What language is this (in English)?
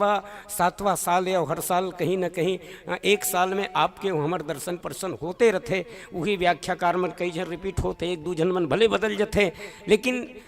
Chhattisgarhi